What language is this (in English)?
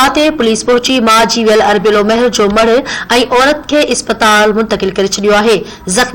Sindhi